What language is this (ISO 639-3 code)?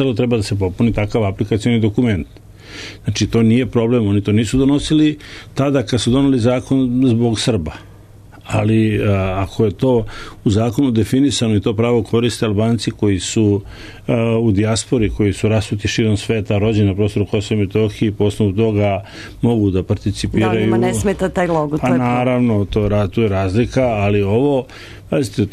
srp